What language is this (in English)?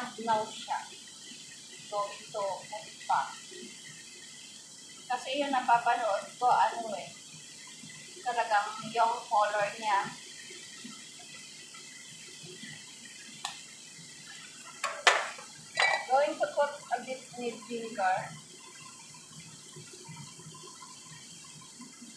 Filipino